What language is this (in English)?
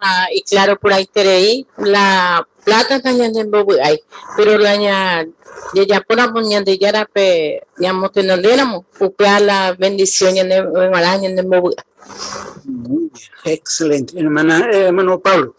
Guarani